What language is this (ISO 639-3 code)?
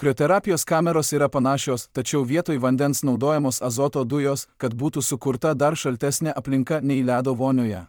lit